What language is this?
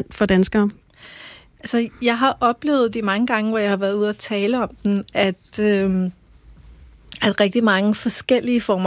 Danish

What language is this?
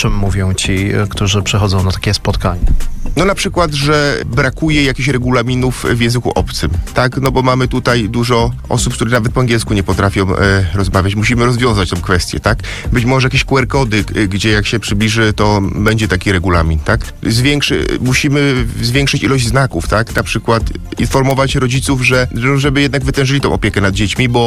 Polish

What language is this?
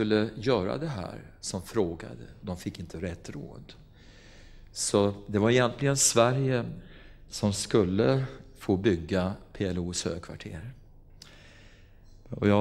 Swedish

